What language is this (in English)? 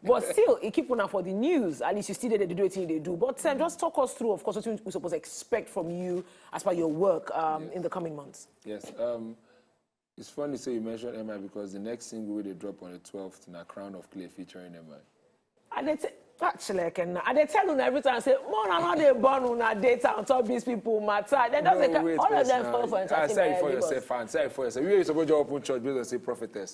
Nigerian Pidgin